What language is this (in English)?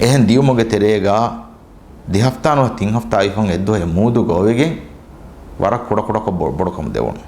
Divehi